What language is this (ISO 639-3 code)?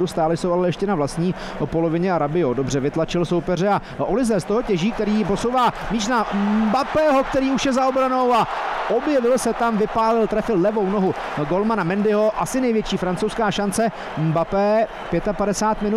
ces